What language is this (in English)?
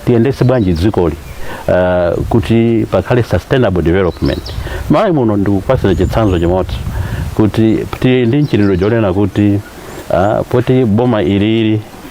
Nyanja